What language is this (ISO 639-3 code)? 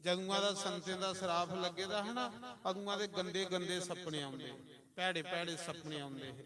doi